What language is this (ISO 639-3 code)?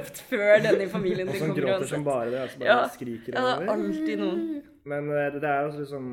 nor